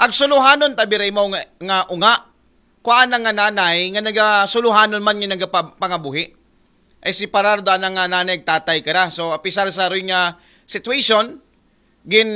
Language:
Aklanon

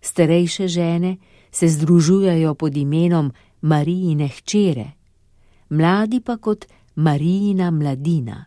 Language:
Slovenian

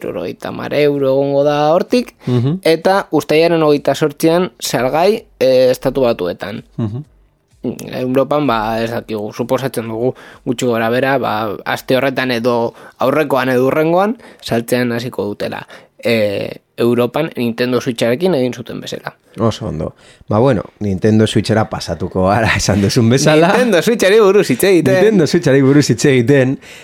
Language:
Basque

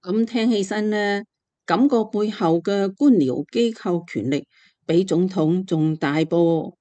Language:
Cantonese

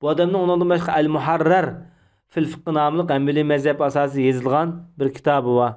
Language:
Uyghur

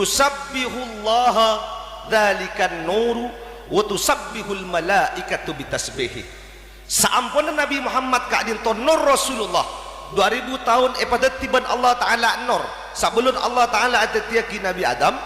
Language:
Madurese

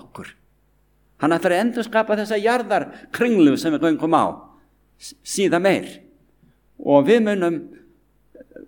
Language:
Icelandic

